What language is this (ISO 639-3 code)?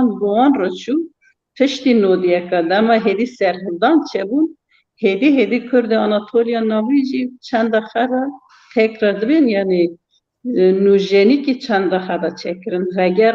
kur